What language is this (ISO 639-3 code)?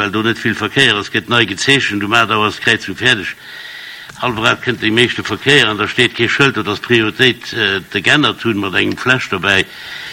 ltz